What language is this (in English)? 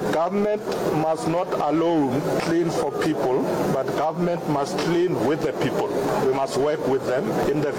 Northern Sotho